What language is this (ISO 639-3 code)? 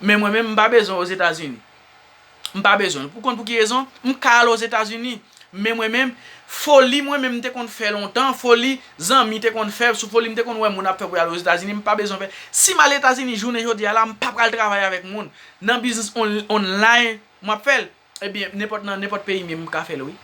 hat